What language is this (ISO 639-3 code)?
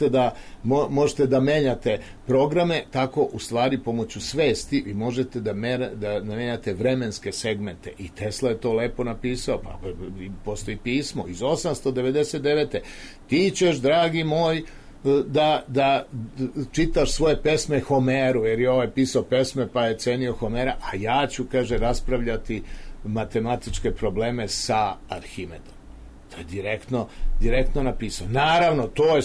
srp